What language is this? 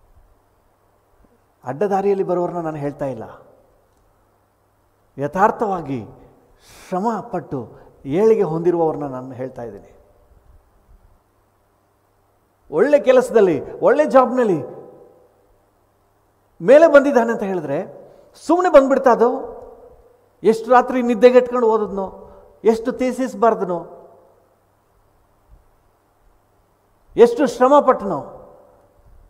Kannada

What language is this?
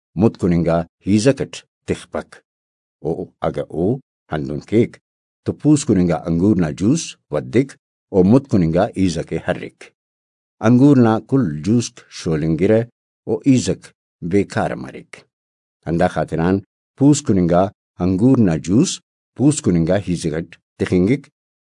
Brahui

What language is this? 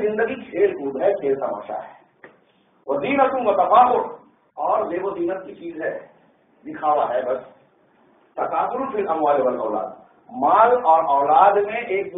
Urdu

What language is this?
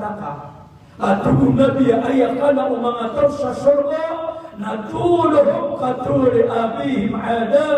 Maranao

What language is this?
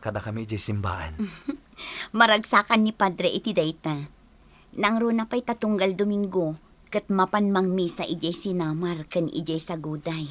Iloko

